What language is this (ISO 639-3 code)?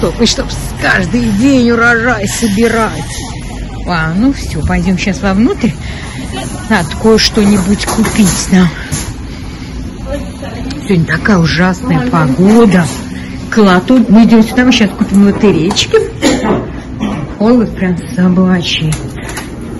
rus